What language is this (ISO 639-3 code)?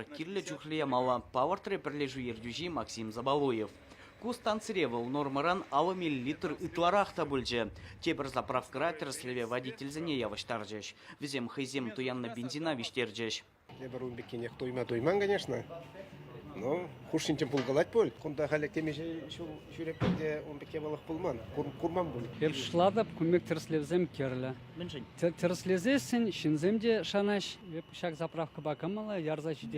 chv